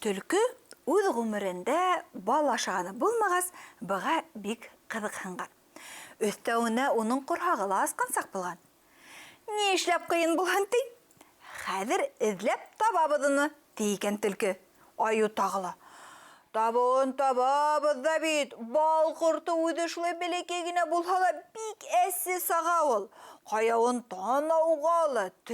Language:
Bashkir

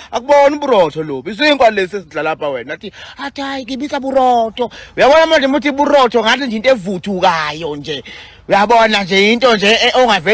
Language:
Zulu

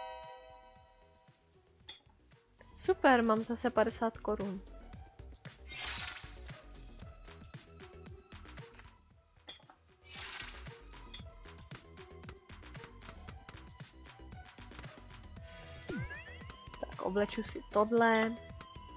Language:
Czech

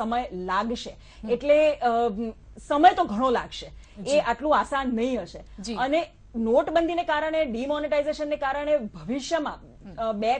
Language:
Gujarati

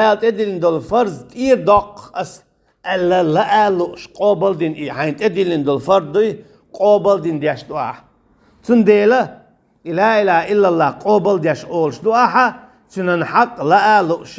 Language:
Chechen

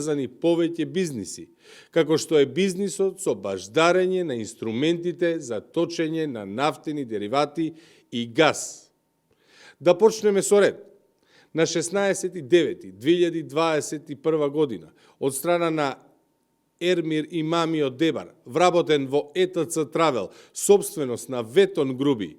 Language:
Macedonian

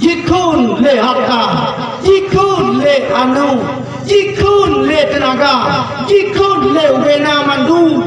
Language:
Achinese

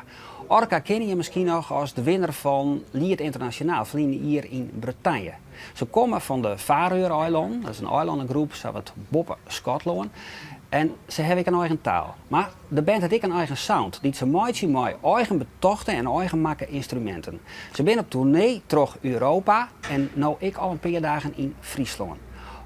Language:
Western Frisian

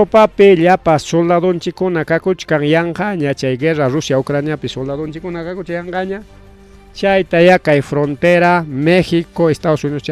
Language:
Ayacucho Quechua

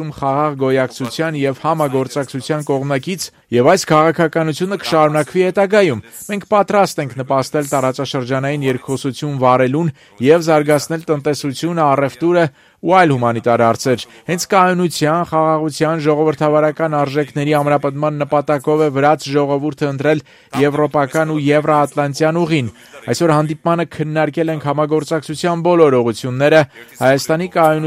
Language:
Armenian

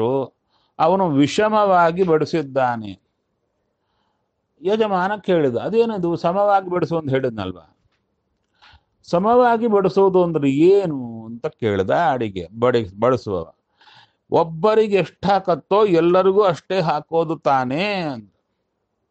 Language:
Kannada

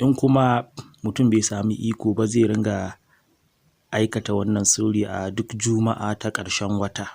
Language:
Hausa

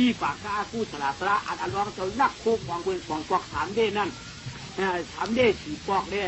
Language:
Shan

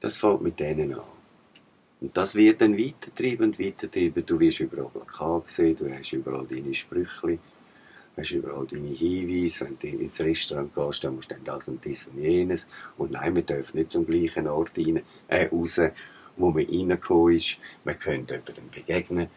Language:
Swiss German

